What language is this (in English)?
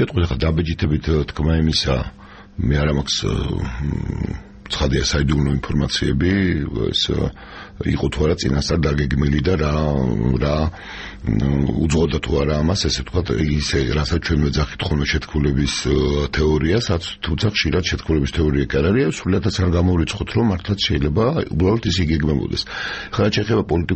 Georgian